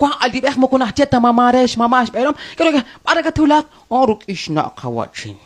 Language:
Kekchí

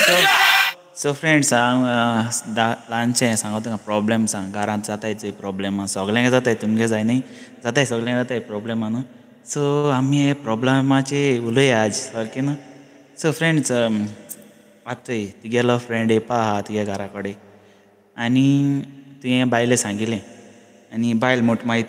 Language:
Konkani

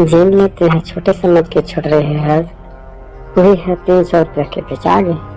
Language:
Chhattisgarhi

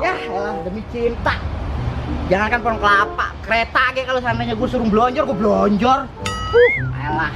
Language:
Betawi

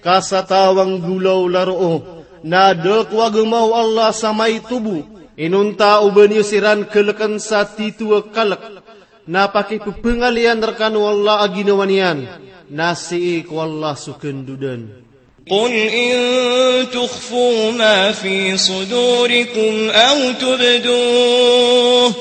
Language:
Maranao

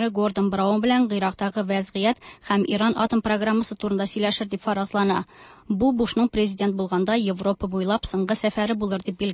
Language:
Tatar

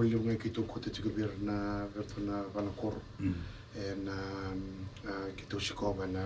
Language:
Fijian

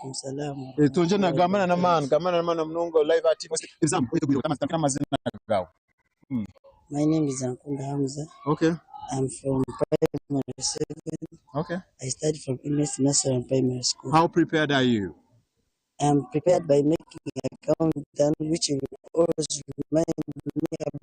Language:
Nyankole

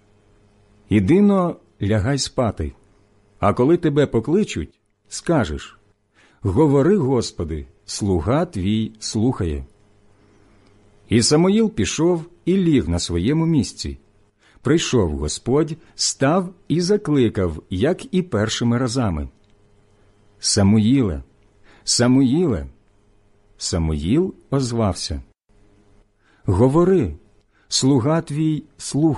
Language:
Ukrainian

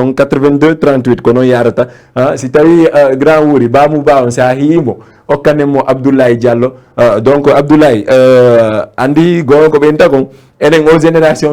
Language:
Fula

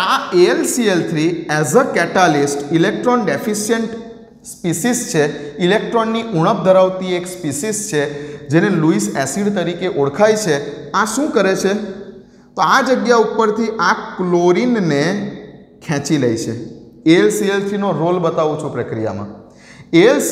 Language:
Gujarati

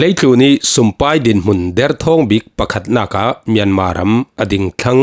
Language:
Falam Chin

